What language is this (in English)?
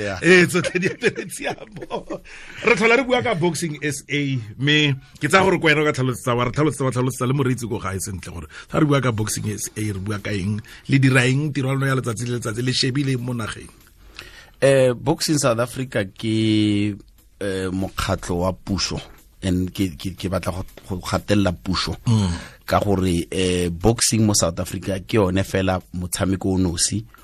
Tswana